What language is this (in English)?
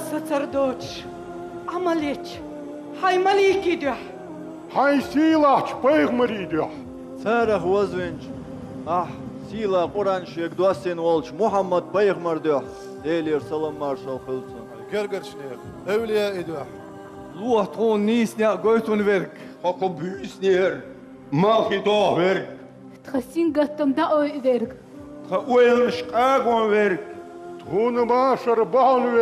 Chechen